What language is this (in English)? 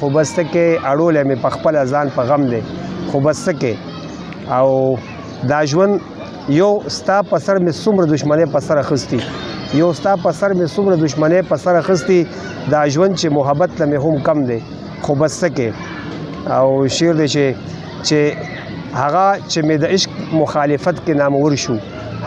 Pashto